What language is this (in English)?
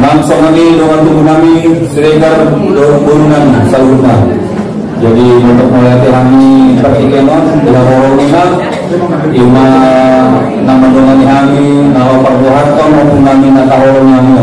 Batak Angkola